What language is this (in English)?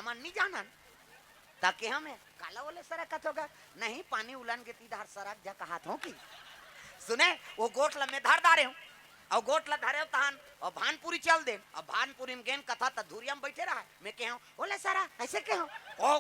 Chhattisgarhi